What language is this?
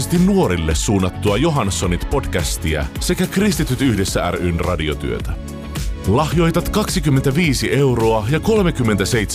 Finnish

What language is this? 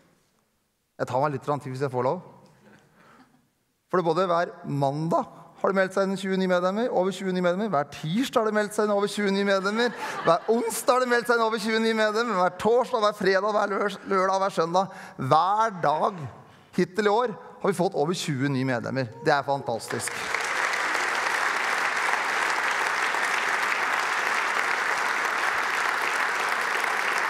Norwegian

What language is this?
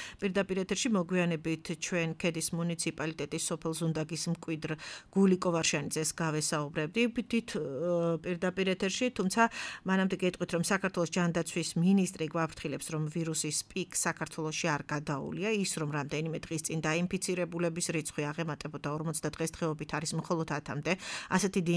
Georgian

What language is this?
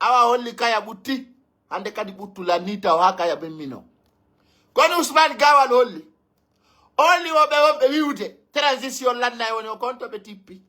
Pular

